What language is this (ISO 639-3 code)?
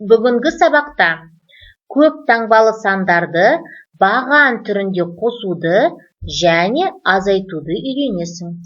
kaz